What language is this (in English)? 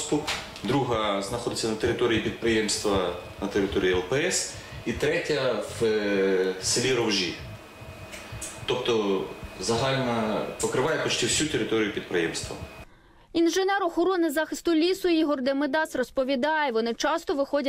Ukrainian